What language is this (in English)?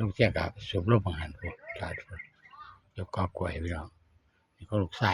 Northeastern Thai